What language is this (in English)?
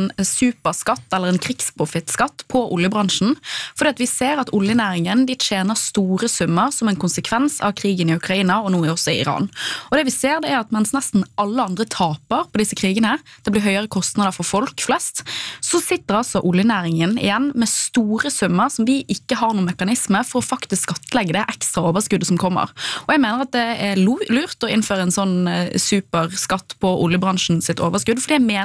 Norwegian